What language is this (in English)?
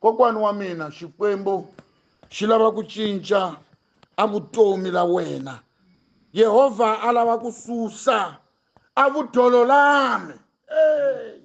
Tsonga